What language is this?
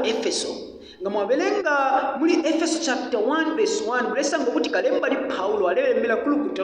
Bemba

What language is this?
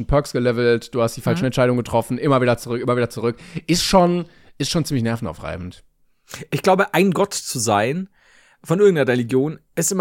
German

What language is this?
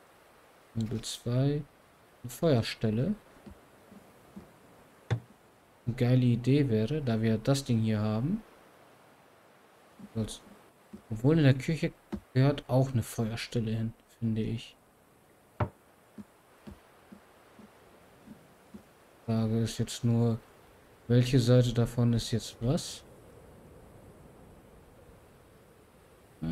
German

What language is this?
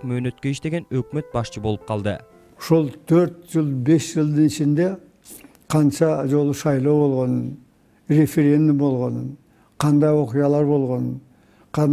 Kyrgyz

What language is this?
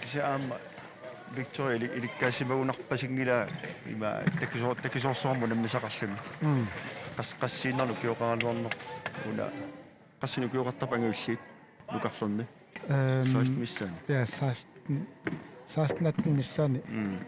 Kalaallisut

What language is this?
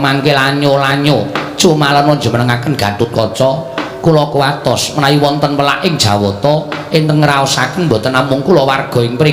Javanese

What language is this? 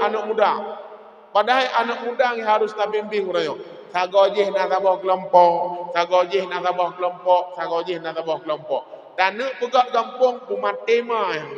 Achinese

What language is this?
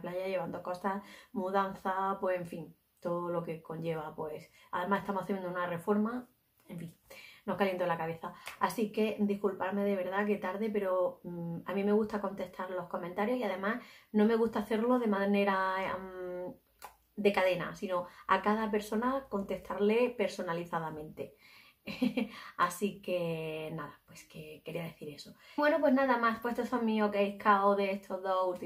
Spanish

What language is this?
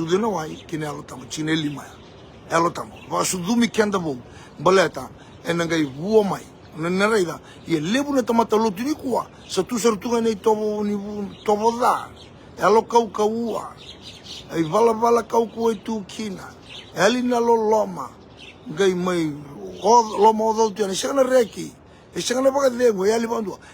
Fijian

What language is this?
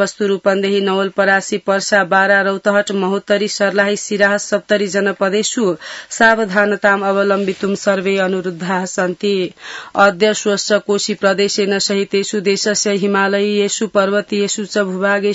Sanskrit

